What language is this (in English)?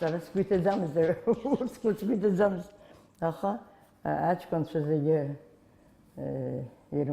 Abkhazian